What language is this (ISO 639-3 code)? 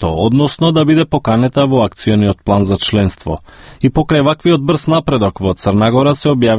mkd